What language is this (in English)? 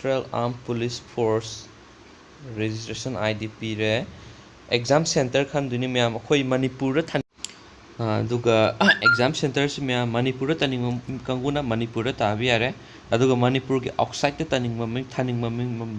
Manipuri